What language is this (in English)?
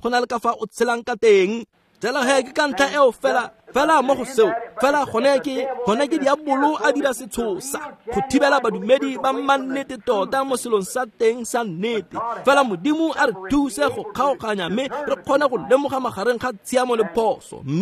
Tswana